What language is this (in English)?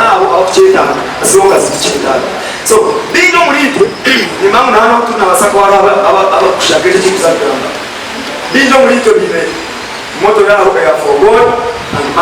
Nyankole